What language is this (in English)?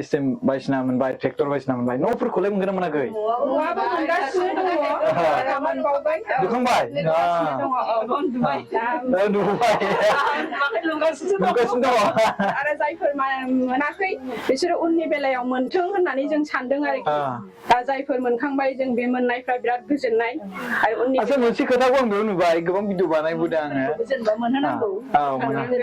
Bodo